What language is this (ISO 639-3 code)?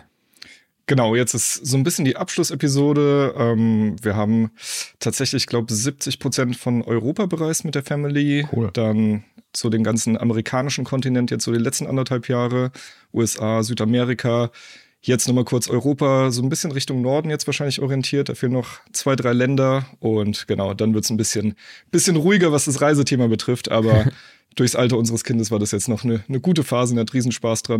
deu